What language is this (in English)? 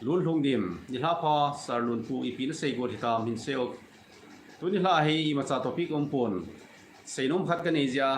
Thado Chin